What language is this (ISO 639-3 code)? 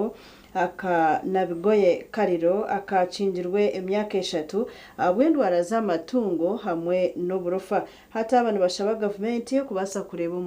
nyn